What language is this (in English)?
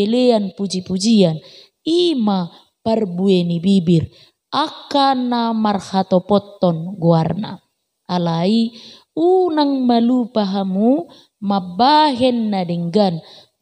Batak Toba